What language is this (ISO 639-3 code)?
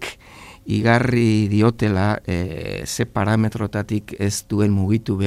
eus